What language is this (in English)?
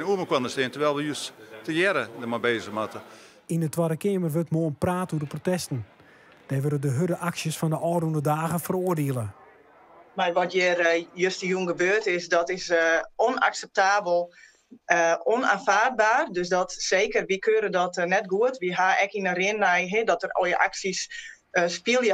Western Frisian